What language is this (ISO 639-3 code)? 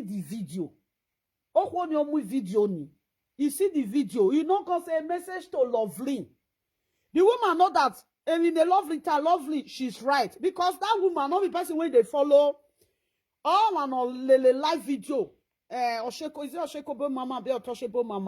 pcm